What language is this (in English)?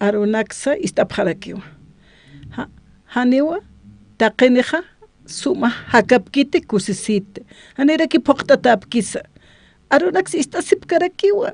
Aymara